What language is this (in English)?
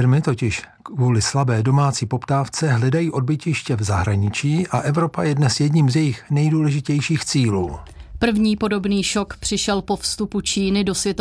Czech